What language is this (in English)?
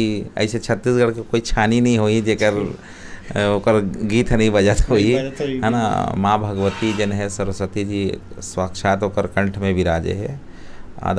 Chhattisgarhi